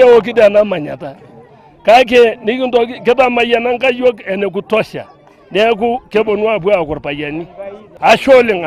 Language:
Masai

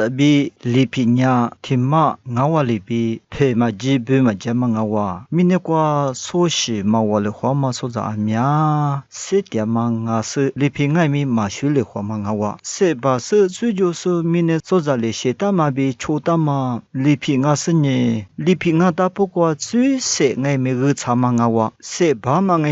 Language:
Lisu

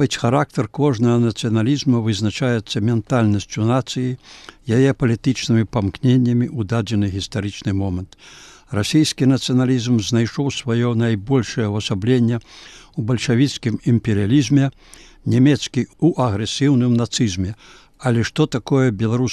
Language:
Belarusian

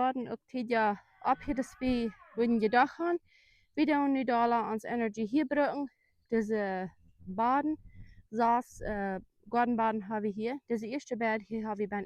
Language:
Plautdietsch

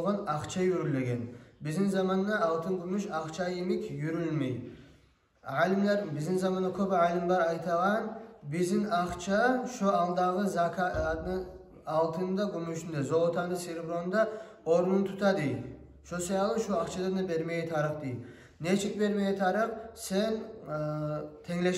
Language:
Kumyk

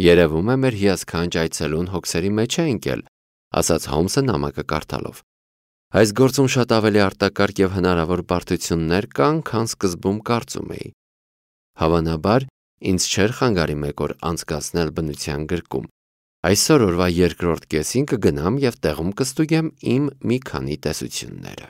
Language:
Armenian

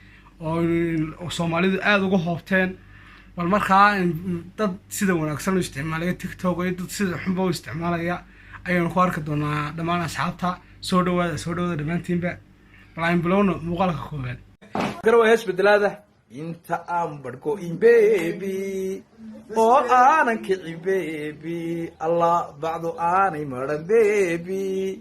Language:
Somali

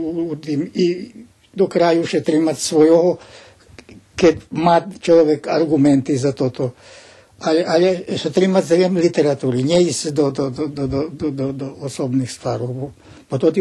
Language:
Rusyn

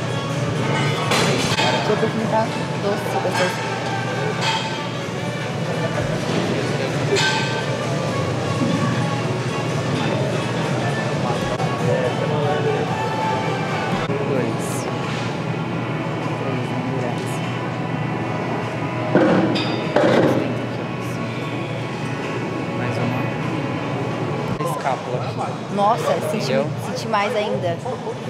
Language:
Portuguese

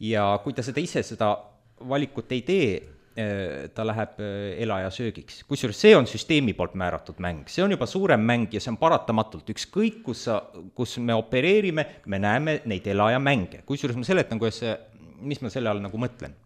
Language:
Estonian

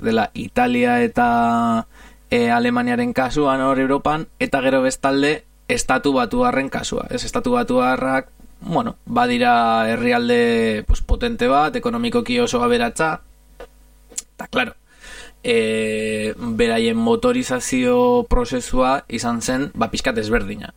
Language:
Basque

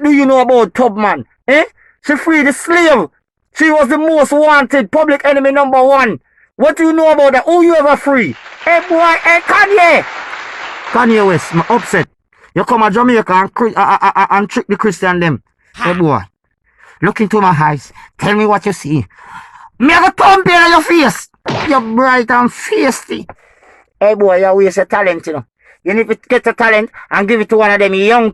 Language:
Jamaican Creole English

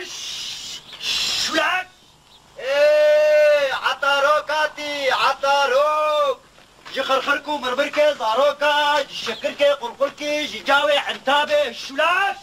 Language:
Kurdish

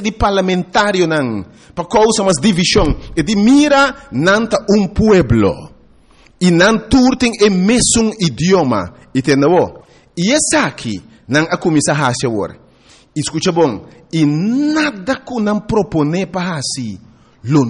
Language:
Papiamento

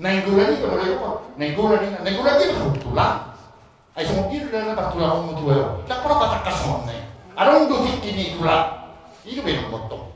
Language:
Batak Toba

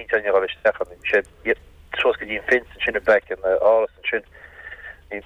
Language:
Irish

